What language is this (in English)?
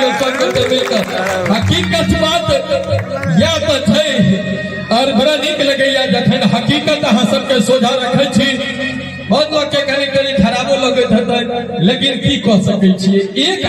Maithili